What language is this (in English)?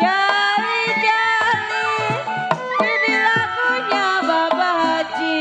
Betawi